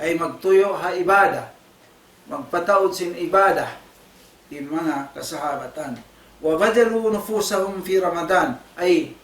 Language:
Tausug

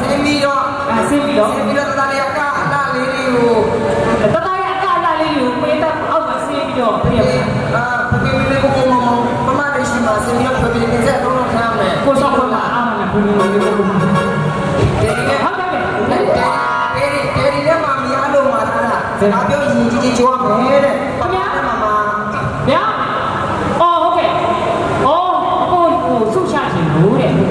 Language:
Burmese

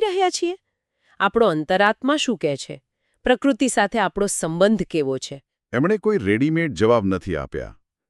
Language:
Gujarati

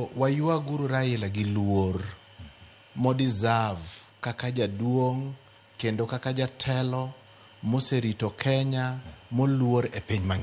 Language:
Luo (Kenya and Tanzania)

